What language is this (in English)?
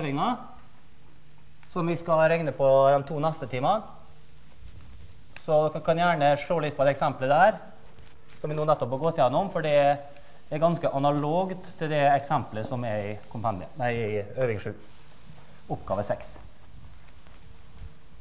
Norwegian